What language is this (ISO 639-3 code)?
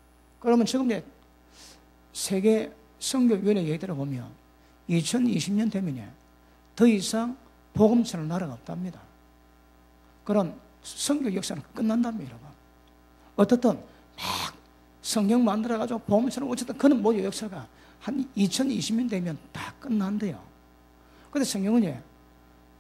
kor